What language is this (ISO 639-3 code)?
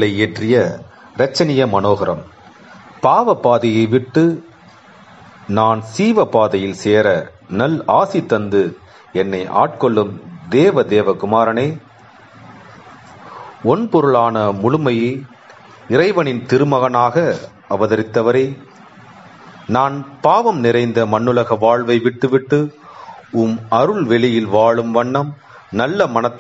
tam